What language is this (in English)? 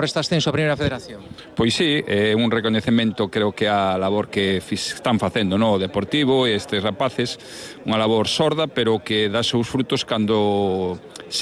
Galician